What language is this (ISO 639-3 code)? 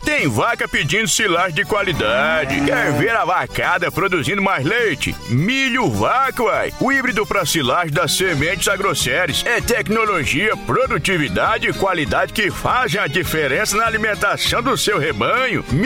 por